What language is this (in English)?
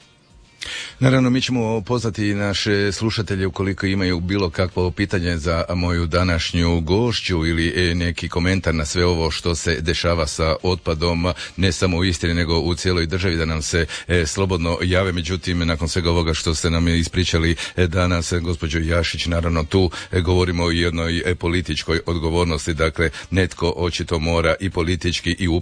Croatian